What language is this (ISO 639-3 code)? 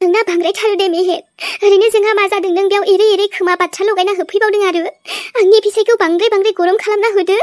brx